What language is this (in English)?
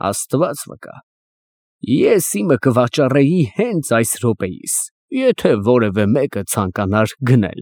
Armenian